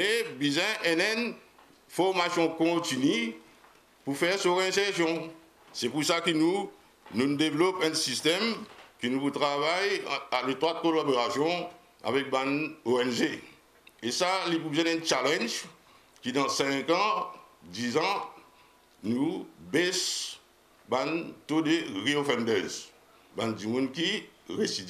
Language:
Morisyen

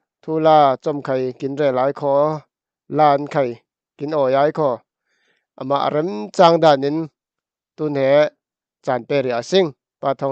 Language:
Falam Chin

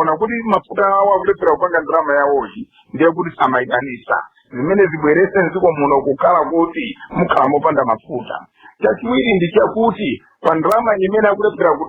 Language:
Nyanja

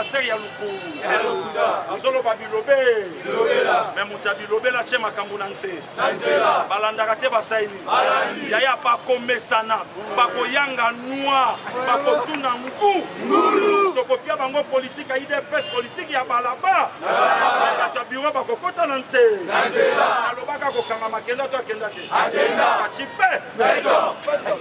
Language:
Lingala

